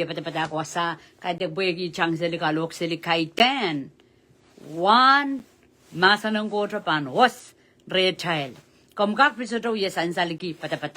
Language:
Pohnpeian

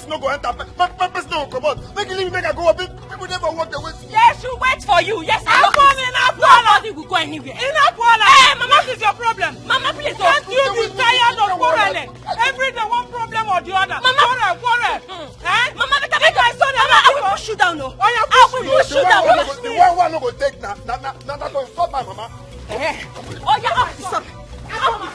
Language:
Nigerian Pidgin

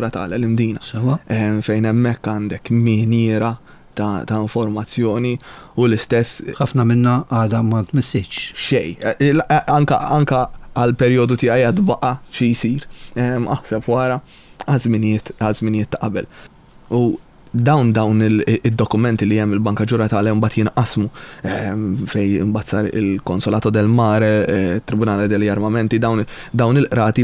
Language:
Maltese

